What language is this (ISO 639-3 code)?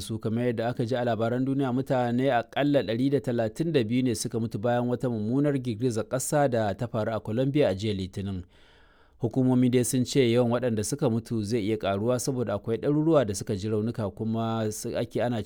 hau